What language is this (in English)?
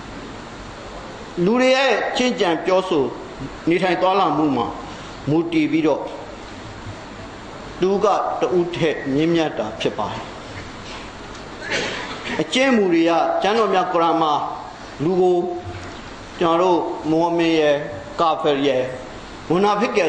Burmese